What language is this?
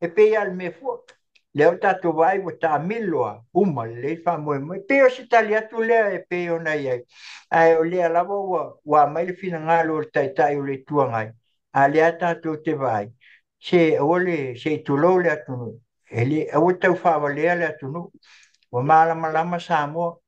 Samoan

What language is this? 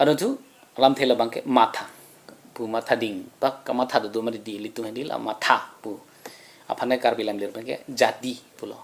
Karbi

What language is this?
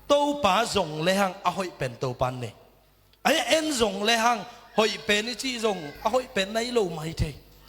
Tedim Chin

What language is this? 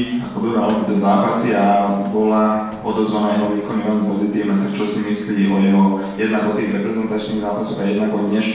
Slovak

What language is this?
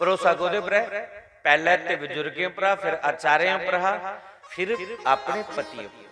Dogri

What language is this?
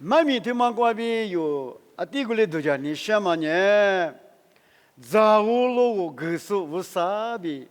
Lisu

